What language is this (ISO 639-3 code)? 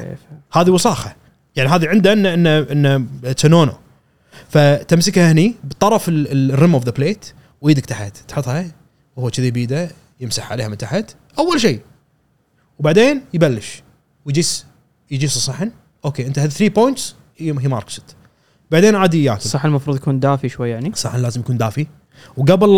afb